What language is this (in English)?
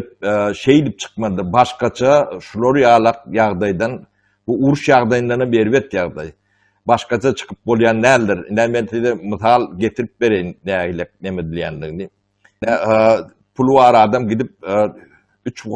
Turkmen